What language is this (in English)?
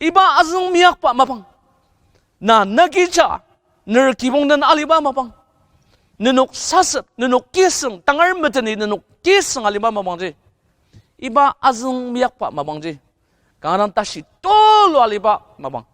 Ao Naga